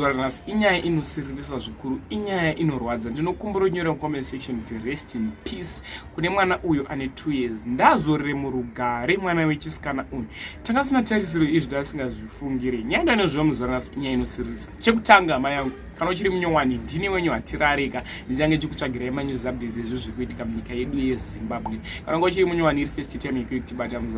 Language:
Shona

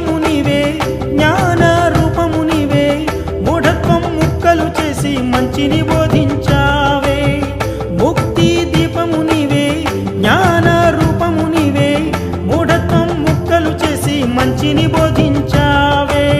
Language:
Telugu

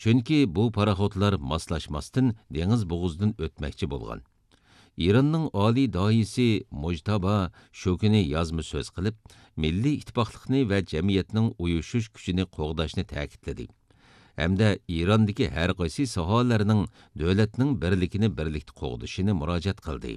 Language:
Uyghur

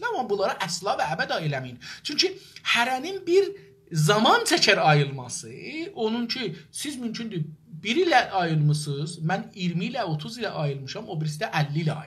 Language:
South Azerbaijani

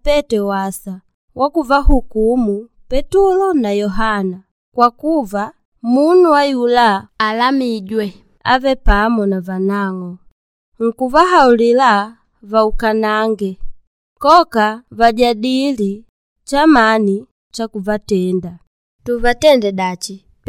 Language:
Makonde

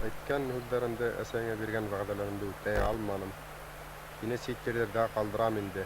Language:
Bashkir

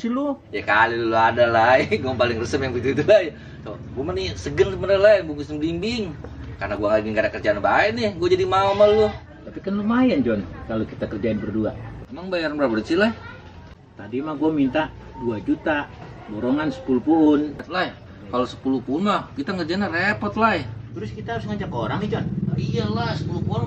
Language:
Betawi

